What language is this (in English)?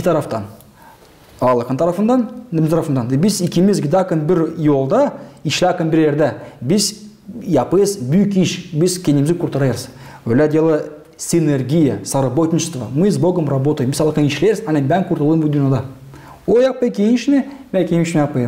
Gagauz